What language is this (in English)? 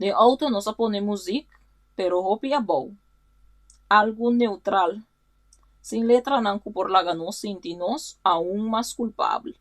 Papiamento